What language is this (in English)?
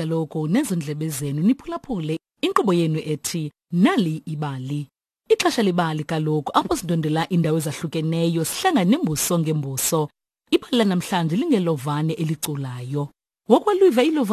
Xhosa